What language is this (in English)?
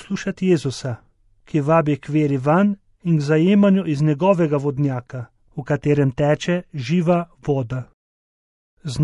Slovenian